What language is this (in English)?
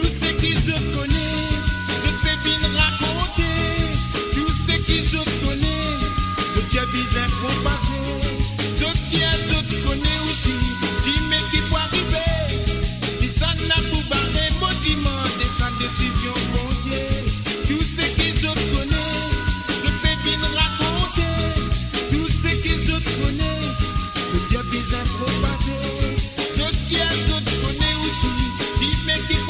Morisyen